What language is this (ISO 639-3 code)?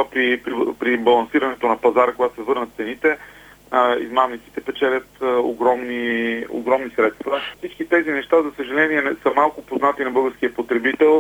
bul